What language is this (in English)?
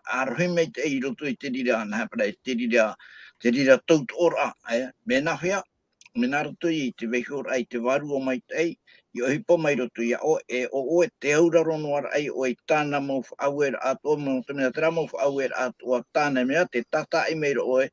Tahitian